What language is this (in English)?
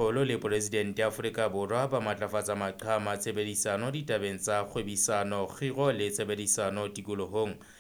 Southern Sotho